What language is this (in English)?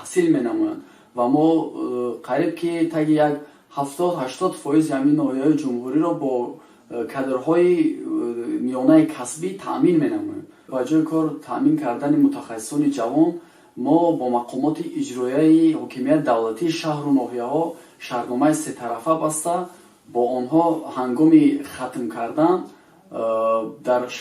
Tajik